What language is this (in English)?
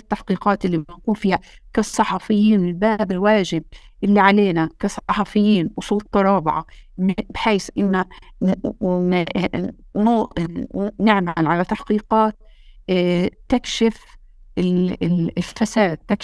North Levantine Arabic